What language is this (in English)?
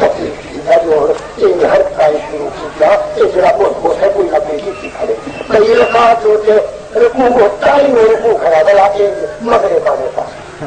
Saraiki